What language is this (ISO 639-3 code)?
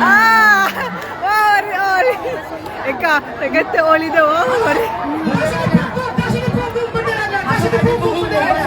nia